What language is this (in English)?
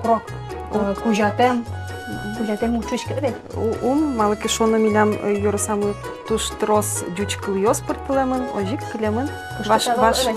Udmurt